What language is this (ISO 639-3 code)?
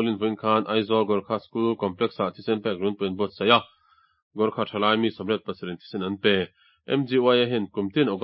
lus